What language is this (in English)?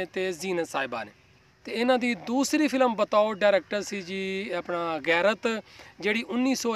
Punjabi